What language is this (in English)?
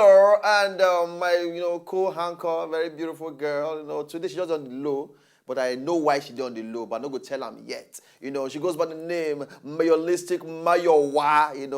Nigerian Pidgin